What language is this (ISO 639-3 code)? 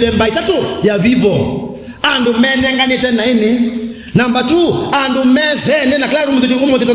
kam